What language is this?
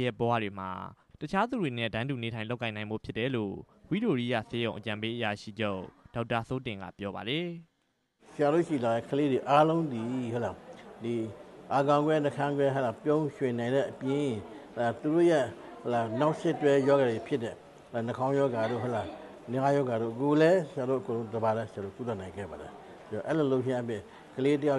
Burmese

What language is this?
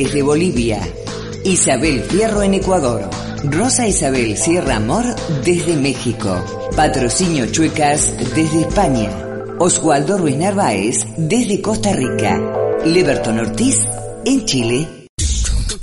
Spanish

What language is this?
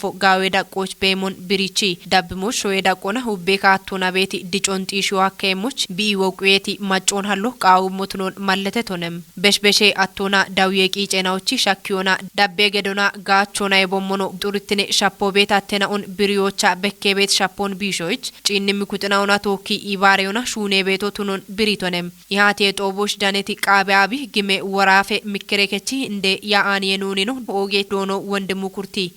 Kafa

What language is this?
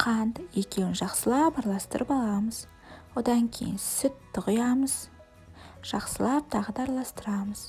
Kazakh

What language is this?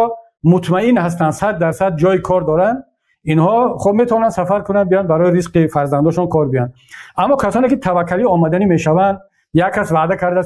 Tajik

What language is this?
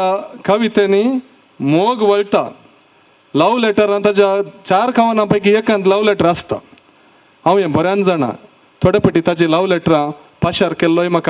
Konkani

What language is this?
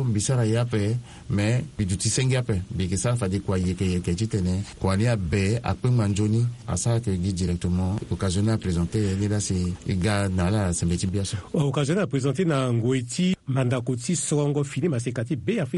Sango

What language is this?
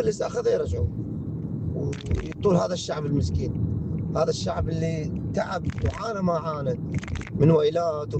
Mesopotamian Arabic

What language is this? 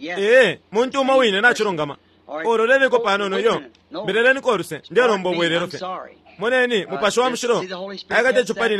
Bemba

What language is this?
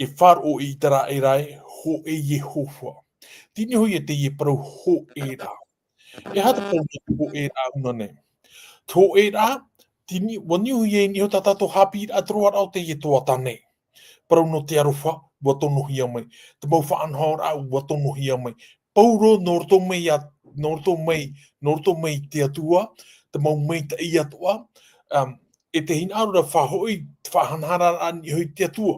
Tahitian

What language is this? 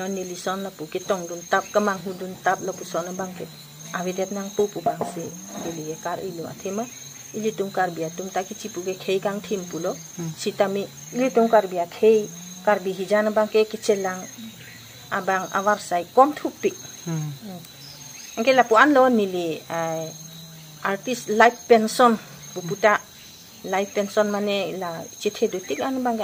Karbi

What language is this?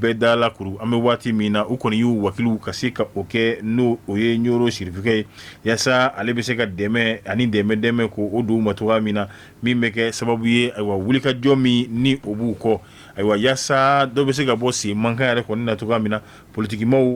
Bambara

